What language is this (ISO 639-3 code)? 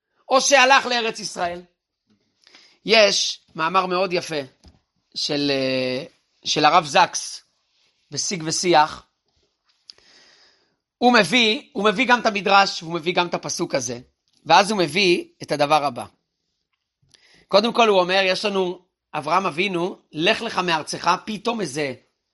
heb